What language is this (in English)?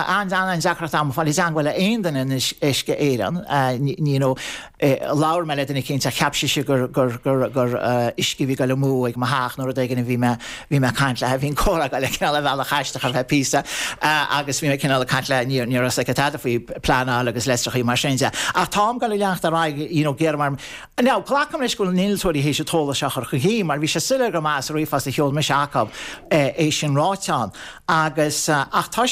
Irish